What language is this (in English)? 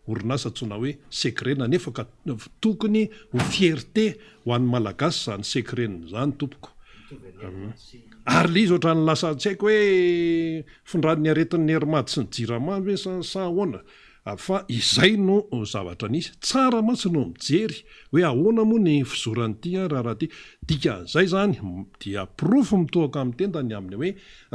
Malagasy